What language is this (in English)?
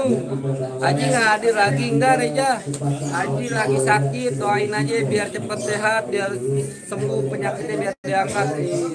Betawi